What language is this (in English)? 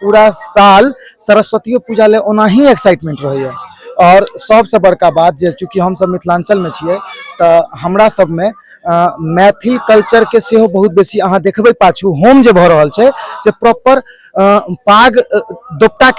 Maithili